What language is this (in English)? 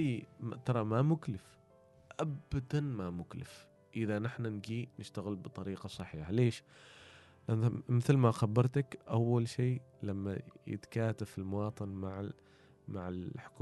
Gulf Arabic